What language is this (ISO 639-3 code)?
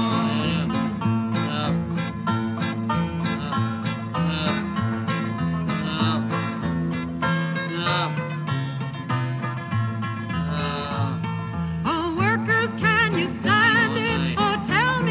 eng